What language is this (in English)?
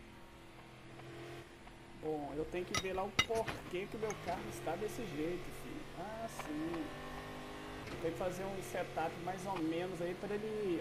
Portuguese